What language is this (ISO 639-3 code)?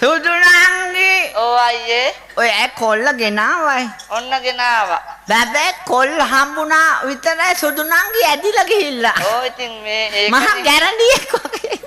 sin